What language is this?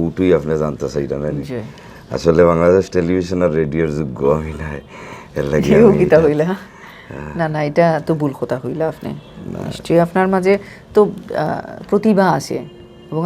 Sylheti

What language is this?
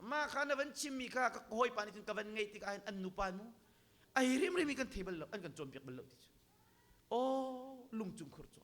Hakha Chin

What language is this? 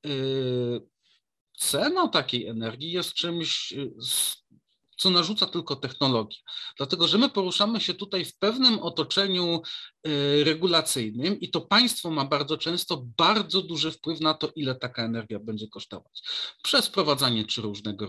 Polish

